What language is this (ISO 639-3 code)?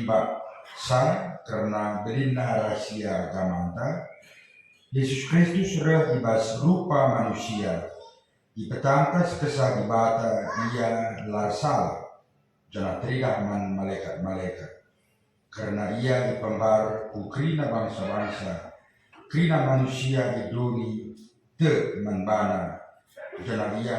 btx